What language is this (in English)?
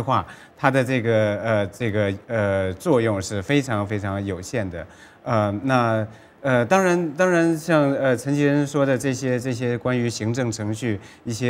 Chinese